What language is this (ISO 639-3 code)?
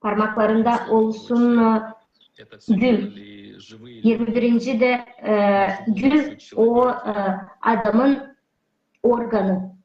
gag